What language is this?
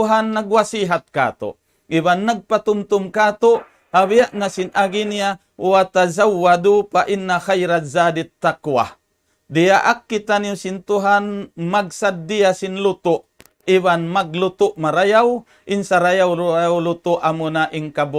Tausug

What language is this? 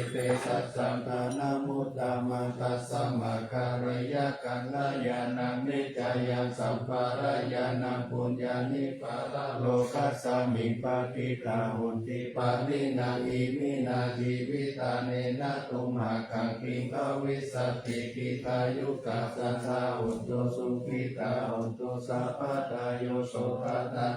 Pali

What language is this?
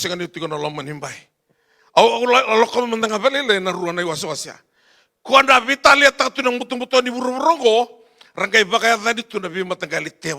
Fijian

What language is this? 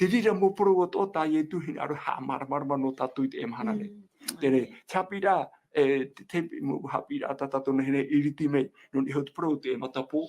Tahitian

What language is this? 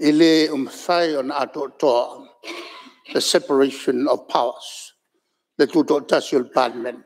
Samoan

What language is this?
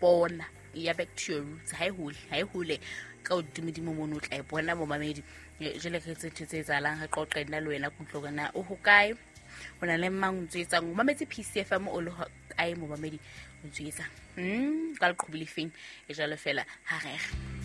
Southern Sotho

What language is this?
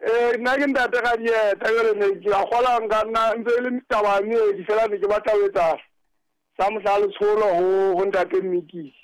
Southern Sotho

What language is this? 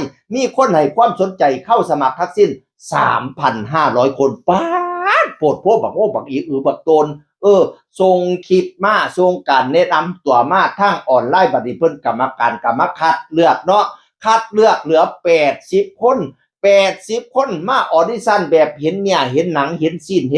Northeastern Thai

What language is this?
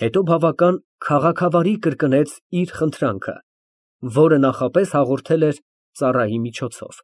Armenian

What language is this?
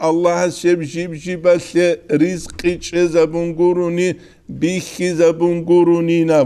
Avaric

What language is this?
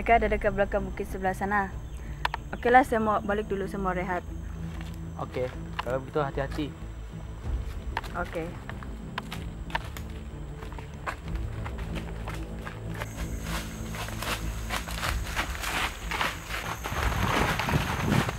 Malay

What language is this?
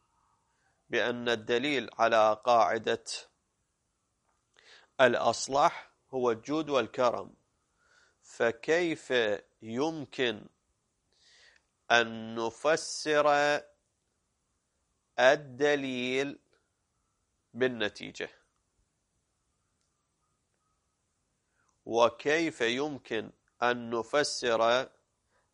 Arabic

